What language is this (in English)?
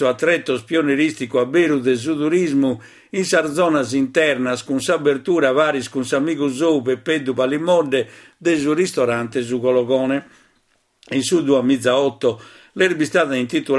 Sardinian